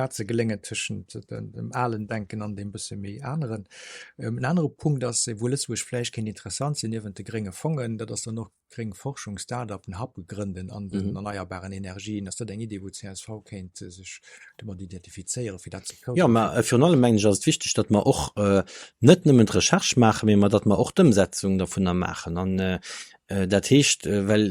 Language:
Luxembourgish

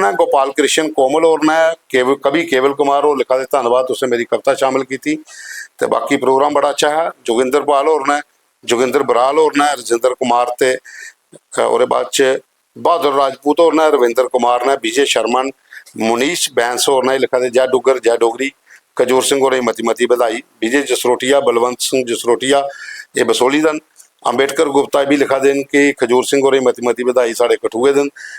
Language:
Dogri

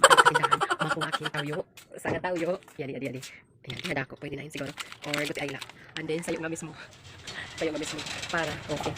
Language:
Waray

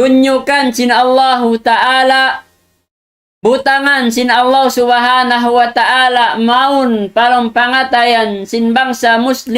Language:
Tausug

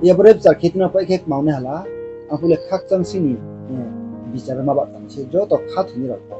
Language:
Riang (India)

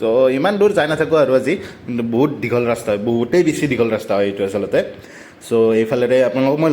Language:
Assamese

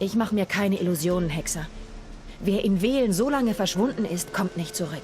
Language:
Swiss German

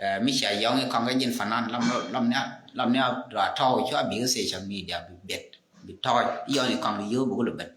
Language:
Nuer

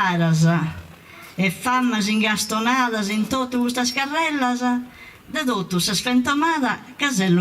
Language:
Sardinian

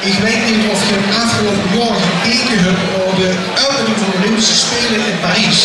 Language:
Limburgish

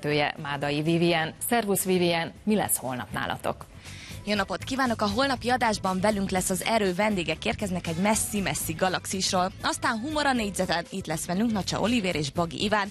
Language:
Hungarian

